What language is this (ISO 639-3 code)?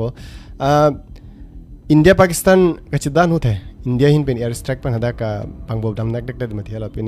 mjw